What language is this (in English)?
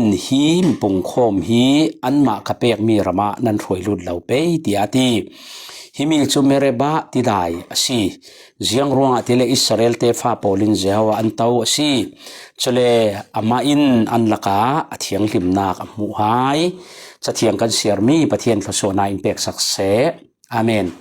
Falam Chin